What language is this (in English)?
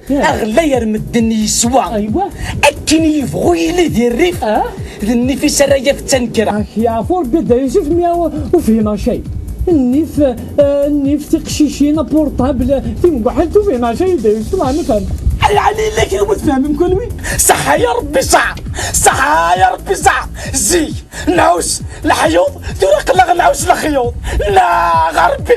Kabyle